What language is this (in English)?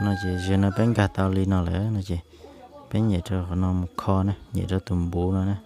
Hmong